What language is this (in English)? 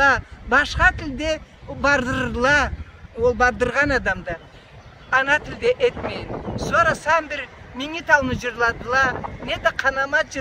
Karachay-Balkar